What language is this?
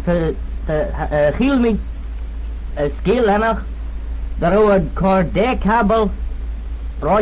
Manx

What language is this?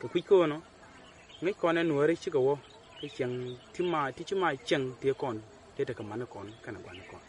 Nuer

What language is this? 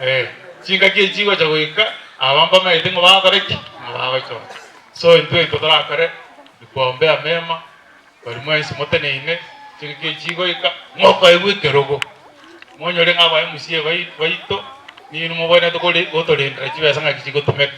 Gusii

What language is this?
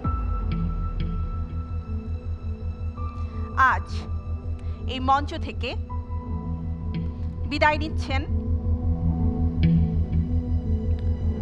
Bangla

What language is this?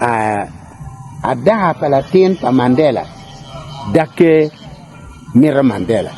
Acoli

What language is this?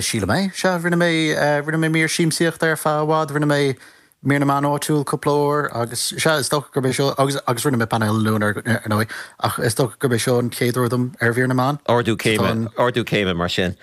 Irish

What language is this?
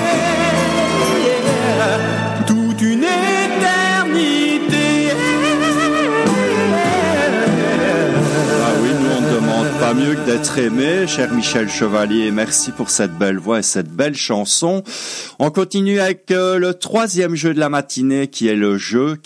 French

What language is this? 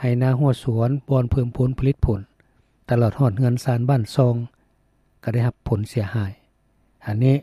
Lao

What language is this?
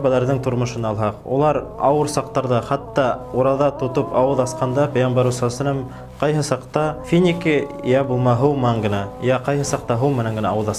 Bashkir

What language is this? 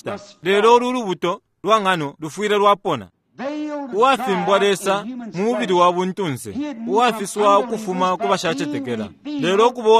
Bemba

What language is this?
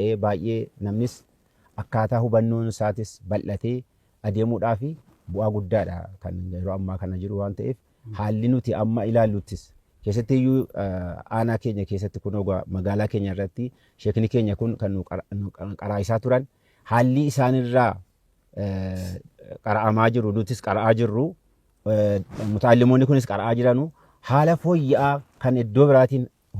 Oromo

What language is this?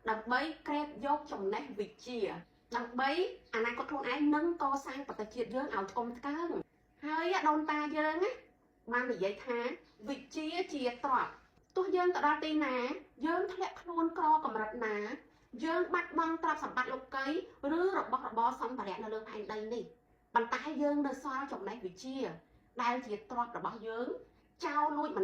Khmer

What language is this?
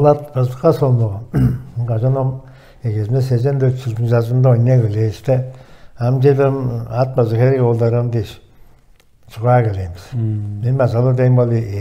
Tuvinian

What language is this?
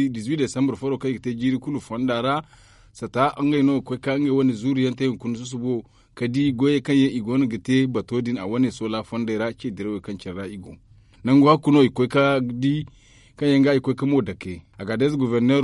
Zarma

